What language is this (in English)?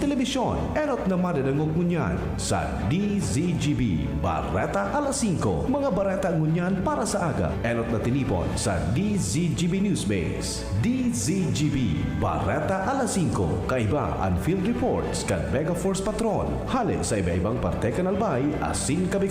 Bikol